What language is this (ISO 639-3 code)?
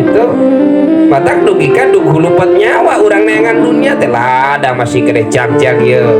sun